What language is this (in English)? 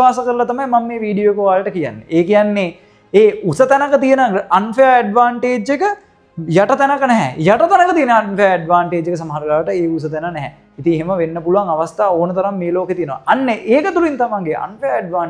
Sinhala